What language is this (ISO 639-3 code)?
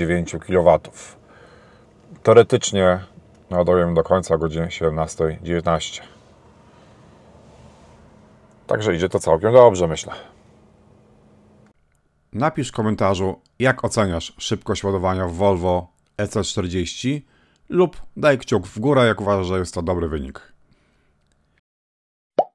pol